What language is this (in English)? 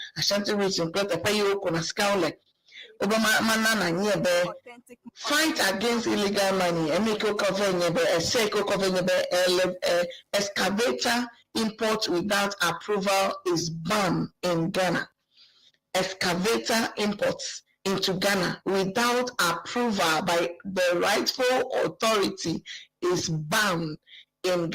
Ewe